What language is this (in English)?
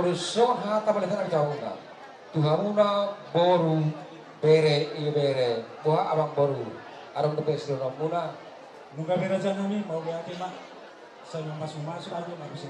Batak Toba